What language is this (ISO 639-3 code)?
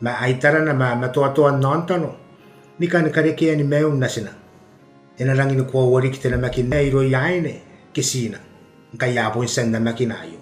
gil